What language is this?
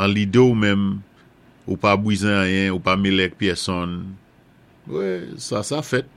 Saint Lucian Creole French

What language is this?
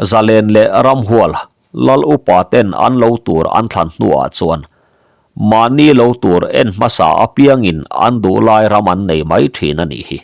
Mizo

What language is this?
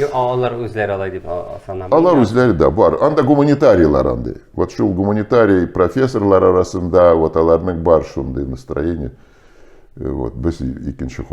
Tatar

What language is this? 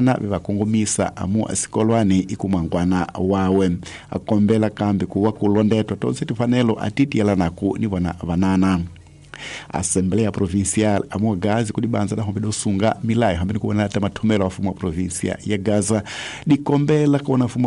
Tsonga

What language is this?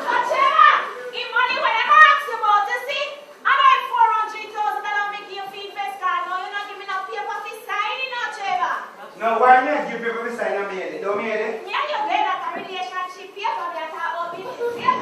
Jamaican Creole English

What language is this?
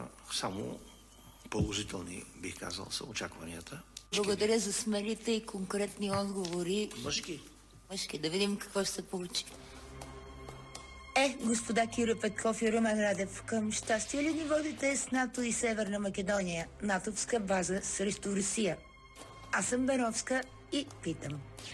Bulgarian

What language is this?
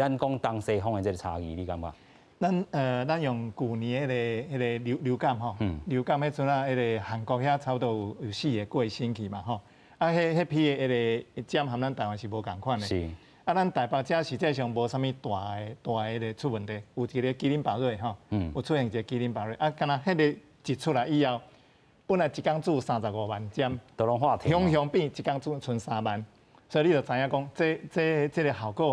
Min Nan Chinese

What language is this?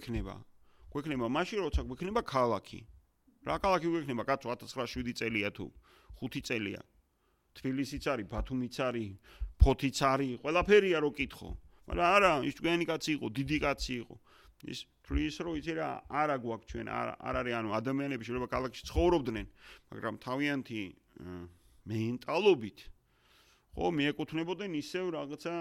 Georgian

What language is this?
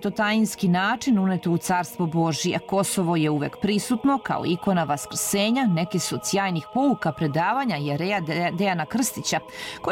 Serbian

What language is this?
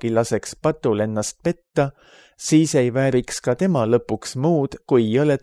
Estonian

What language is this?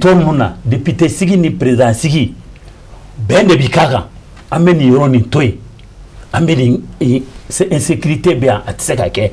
Bambara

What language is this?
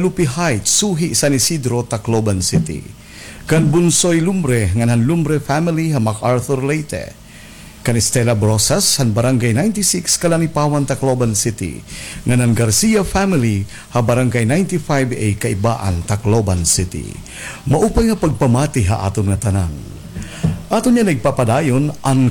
Waray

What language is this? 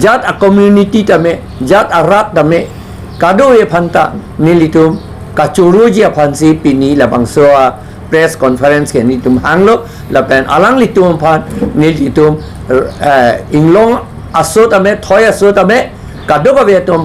Karbi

